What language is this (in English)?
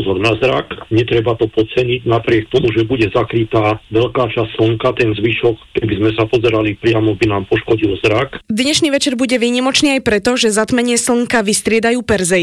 Slovak